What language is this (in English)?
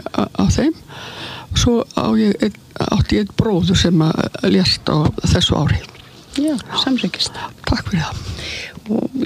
Icelandic